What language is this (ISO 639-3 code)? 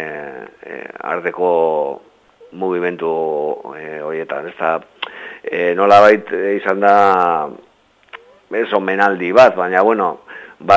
eus